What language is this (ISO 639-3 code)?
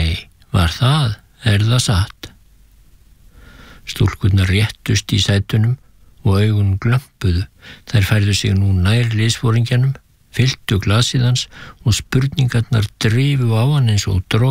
isl